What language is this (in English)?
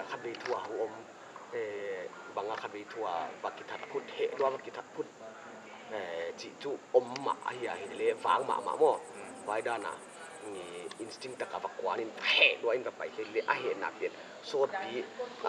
Paite Chin